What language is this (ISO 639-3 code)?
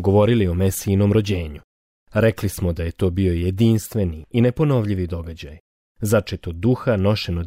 hrv